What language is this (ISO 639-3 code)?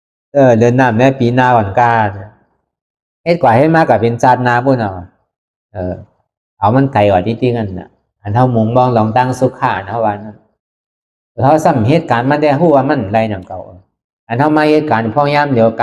shn